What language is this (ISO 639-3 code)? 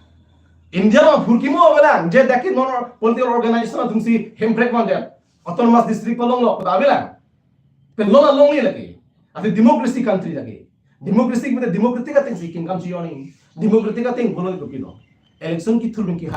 mjw